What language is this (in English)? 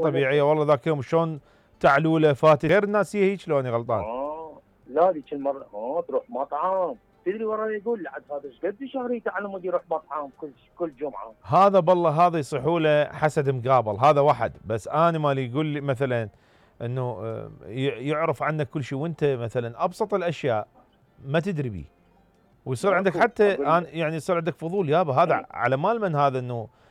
Mesopotamian Arabic